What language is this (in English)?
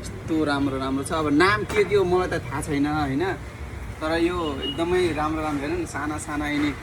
Nepali